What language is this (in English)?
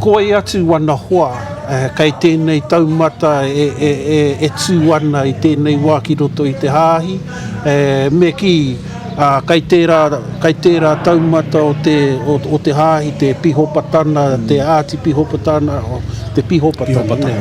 Māori